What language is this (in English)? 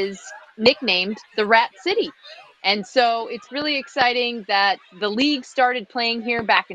English